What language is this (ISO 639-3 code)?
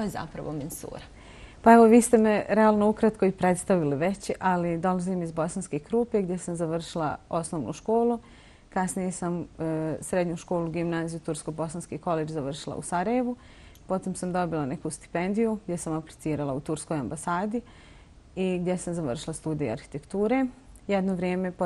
bos